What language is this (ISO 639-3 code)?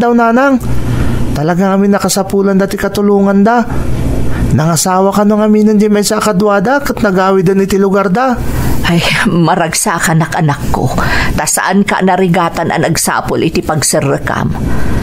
ilo